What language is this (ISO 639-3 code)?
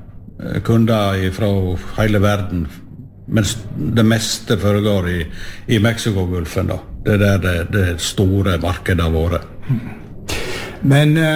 nor